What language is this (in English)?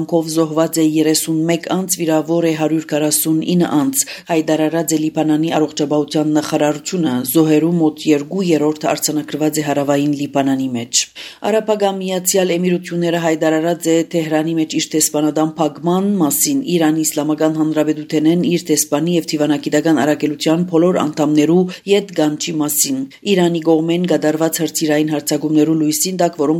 Armenian